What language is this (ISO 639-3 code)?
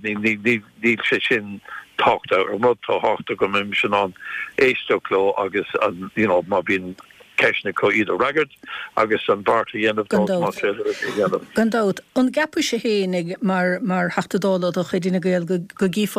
gle